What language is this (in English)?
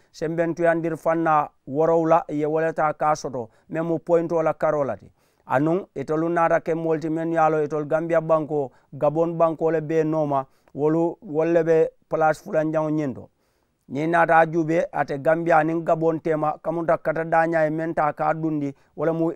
Mandingo